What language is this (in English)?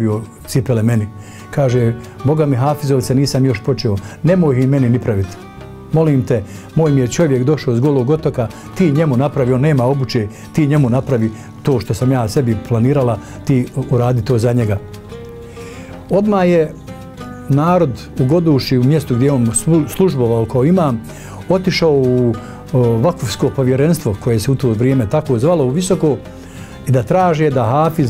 Bosnian